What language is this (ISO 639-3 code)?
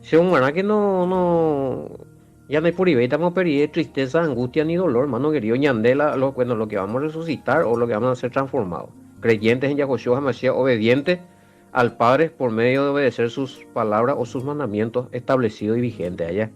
grn